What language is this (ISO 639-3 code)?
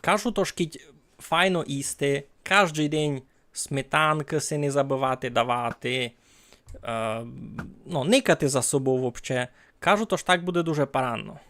rue